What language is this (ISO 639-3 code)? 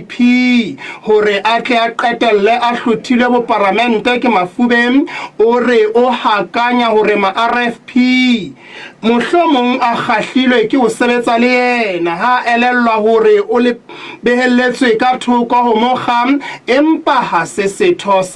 sot